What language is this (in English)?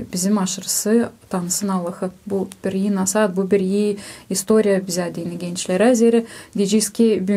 Gagauz